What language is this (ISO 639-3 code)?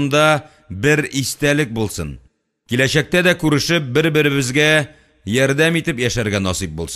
tat